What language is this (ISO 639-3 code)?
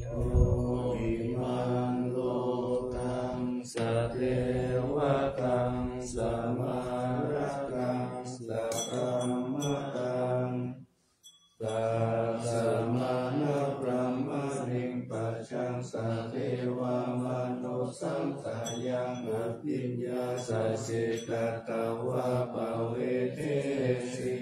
pli